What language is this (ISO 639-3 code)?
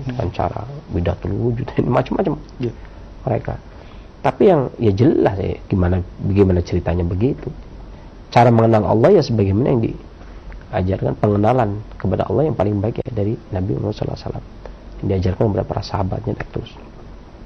ind